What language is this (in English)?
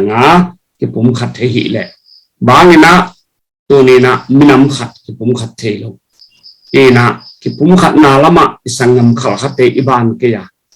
Tedim Chin